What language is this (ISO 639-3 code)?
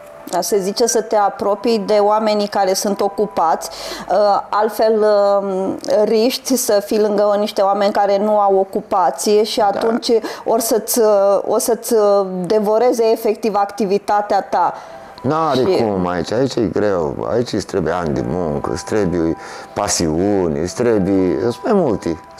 ron